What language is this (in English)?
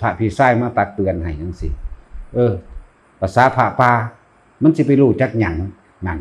Northeastern Thai